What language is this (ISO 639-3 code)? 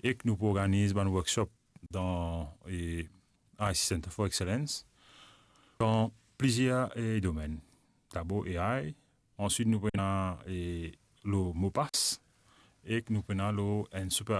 mfe